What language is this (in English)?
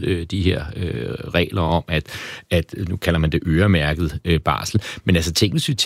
Danish